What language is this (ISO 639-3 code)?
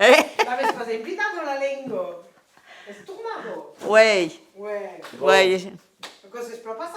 oci